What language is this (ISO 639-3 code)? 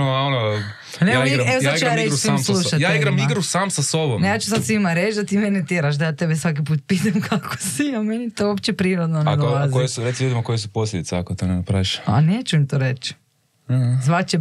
hrv